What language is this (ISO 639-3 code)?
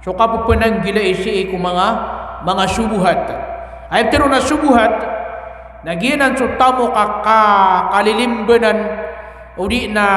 mrw